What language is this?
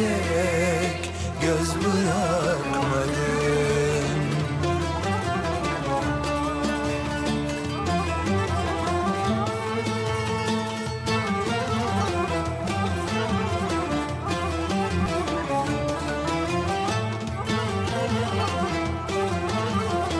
Turkish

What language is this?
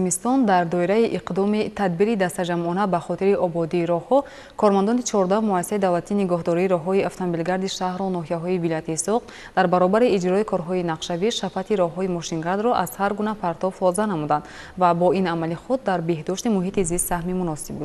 Tajik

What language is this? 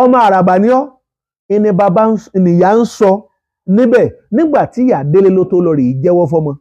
Yoruba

